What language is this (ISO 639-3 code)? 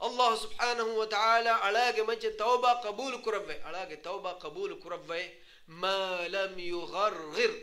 div